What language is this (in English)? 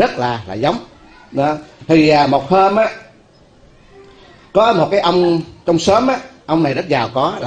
Vietnamese